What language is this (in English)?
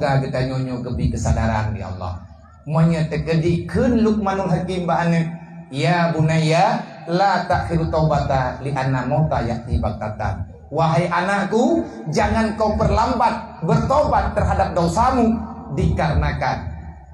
Achinese